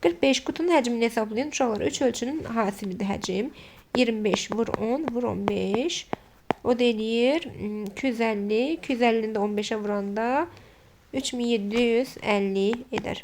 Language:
Azerbaijani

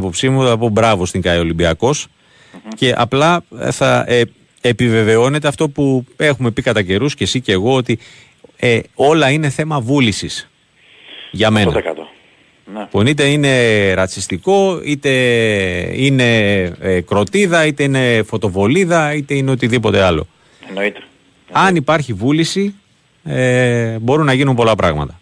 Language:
Greek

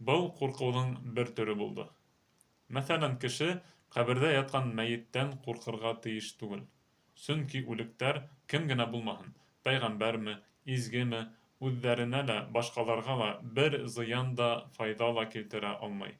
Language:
Bashkir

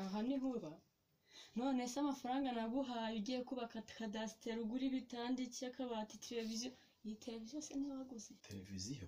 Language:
Kinyarwanda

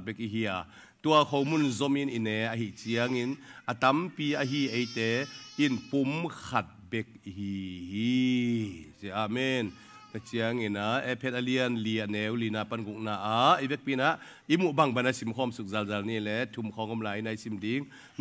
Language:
Tedim Chin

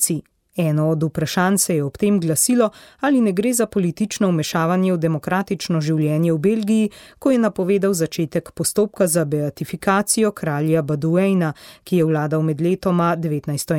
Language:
Slovenian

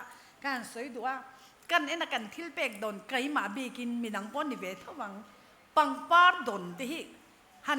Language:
Mizo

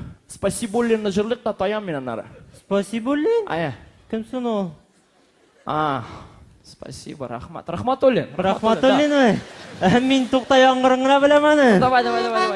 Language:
Tatar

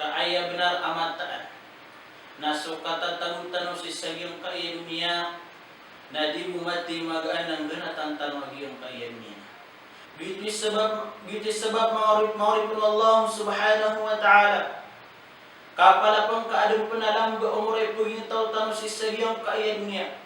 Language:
Maranao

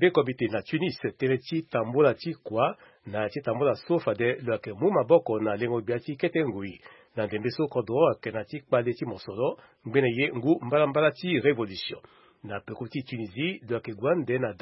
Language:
Sango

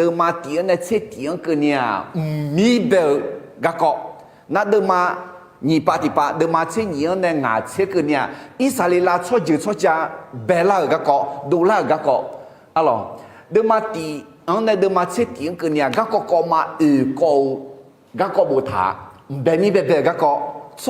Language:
Akha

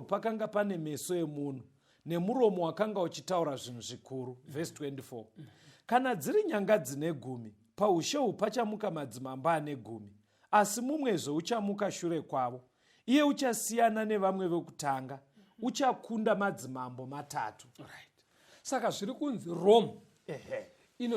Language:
Shona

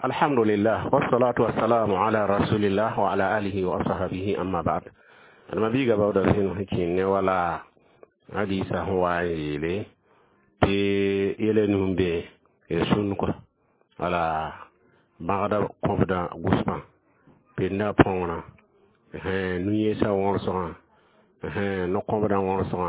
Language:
Mossi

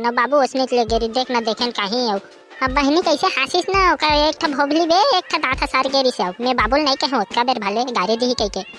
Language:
Chhattisgarhi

